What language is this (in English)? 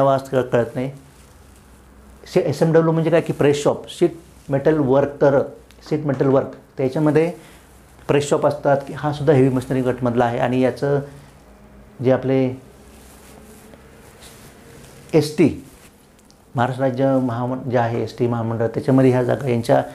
Marathi